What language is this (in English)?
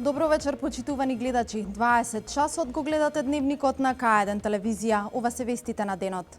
Macedonian